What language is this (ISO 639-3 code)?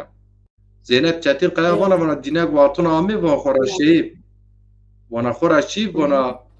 zza